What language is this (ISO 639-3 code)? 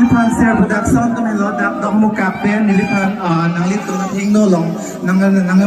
mjw